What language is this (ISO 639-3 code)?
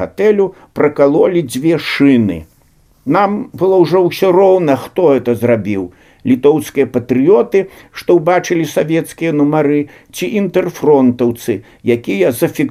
bel